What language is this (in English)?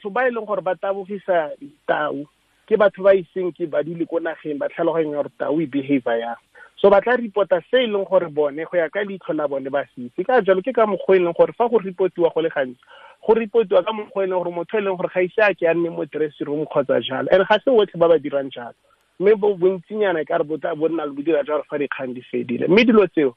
Tswana